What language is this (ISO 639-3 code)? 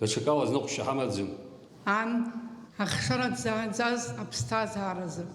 abk